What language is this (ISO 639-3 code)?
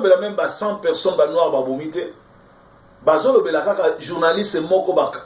lin